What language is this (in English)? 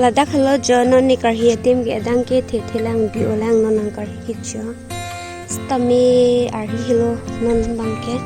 Karbi